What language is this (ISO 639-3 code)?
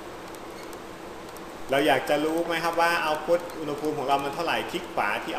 tha